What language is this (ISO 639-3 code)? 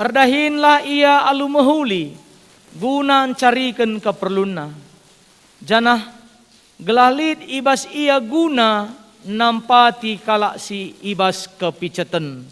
btx